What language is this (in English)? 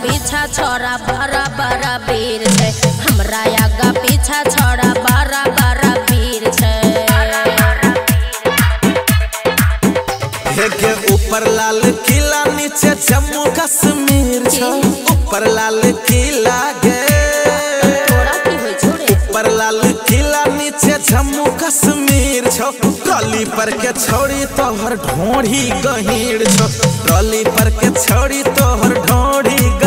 Maithili